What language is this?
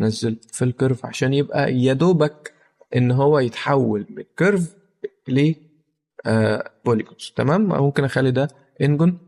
Egyptian Arabic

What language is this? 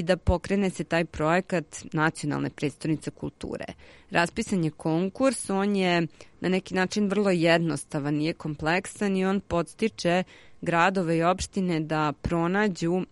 Serbian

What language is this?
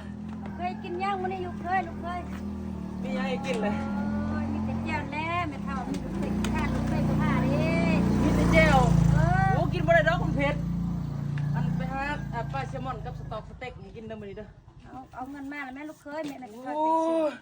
Lao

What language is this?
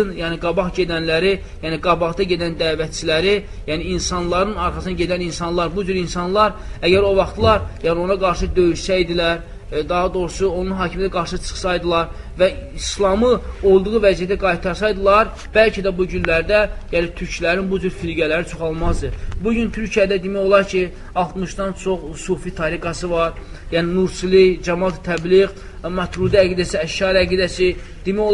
Azerbaijani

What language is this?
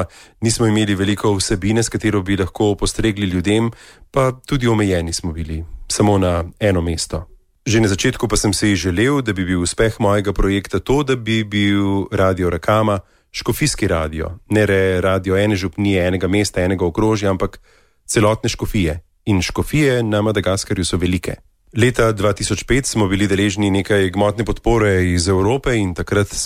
Slovenian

